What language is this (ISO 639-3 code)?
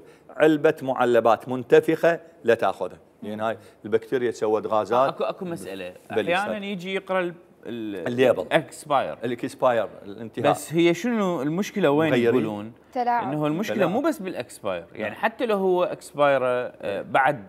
acm